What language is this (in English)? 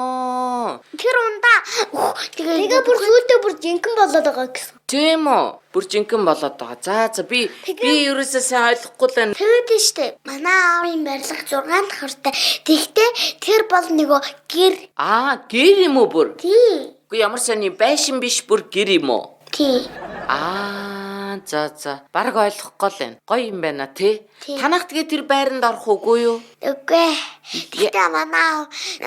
Mongolian